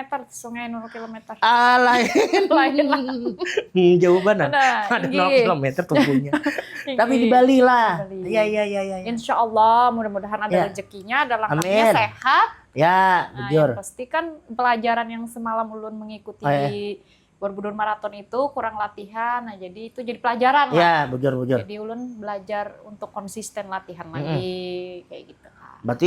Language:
Banjar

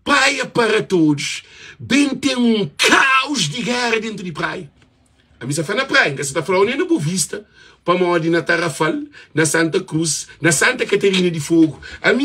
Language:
Kabuverdianu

